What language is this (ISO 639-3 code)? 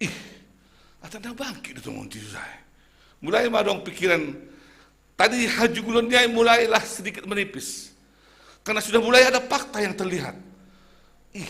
bts